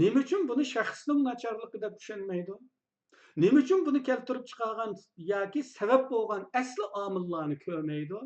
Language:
Uyghur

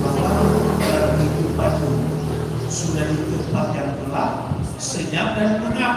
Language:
Nias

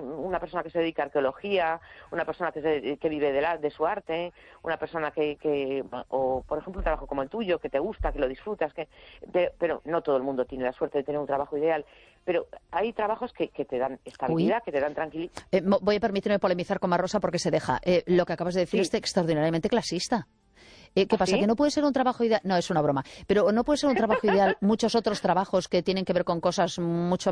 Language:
Spanish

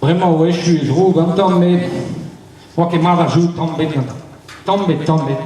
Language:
Breton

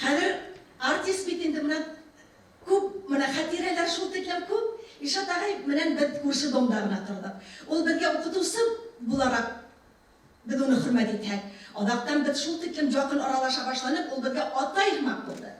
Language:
Bashkir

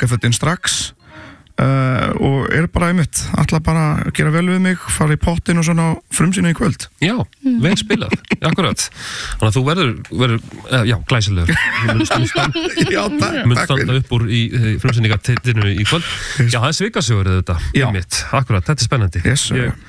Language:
Icelandic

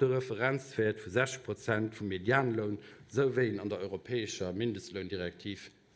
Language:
Luxembourgish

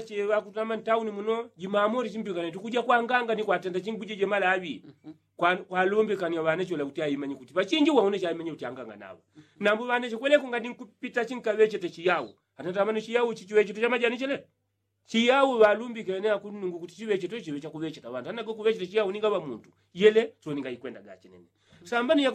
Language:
Yao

